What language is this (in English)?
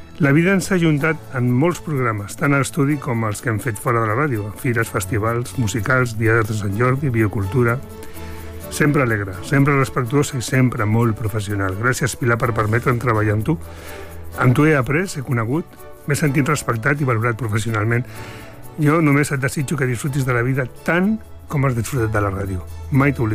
Catalan